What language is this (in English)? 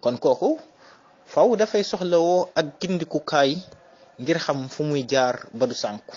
Wolof